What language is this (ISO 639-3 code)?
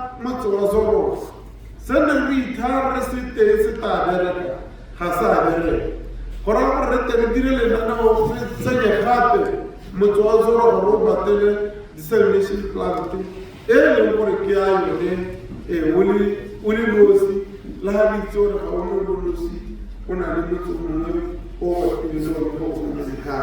tsn